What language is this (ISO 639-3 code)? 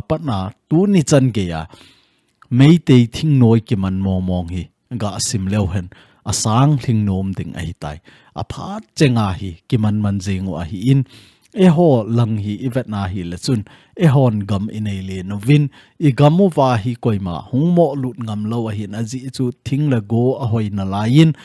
tcz